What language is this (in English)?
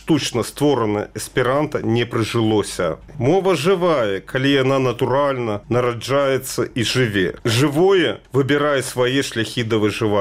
Belarusian